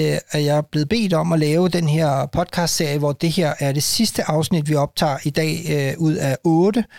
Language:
Danish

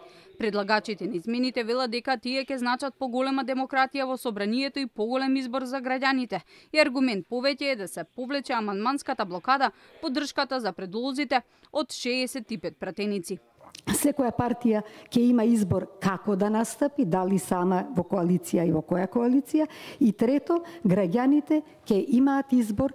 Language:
Macedonian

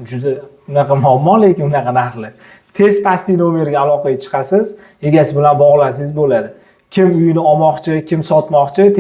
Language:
Uzbek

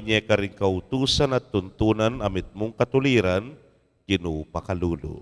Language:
Pampanga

